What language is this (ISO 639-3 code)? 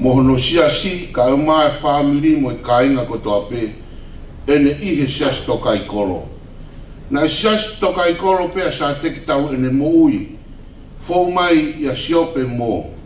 ton